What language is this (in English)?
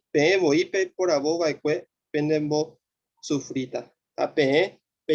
Guarani